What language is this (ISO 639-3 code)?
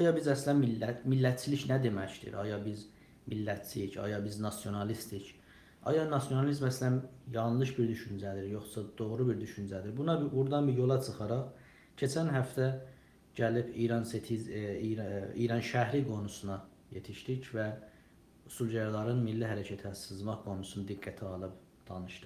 azb